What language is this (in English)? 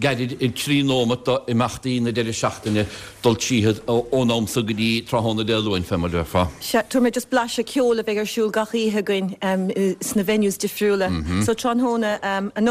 Irish